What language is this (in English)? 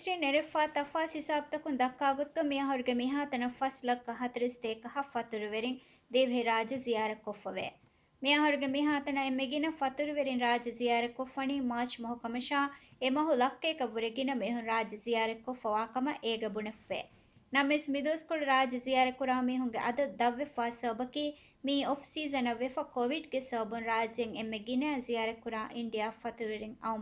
Divehi